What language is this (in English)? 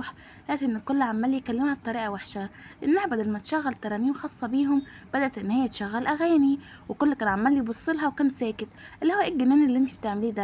Egyptian Arabic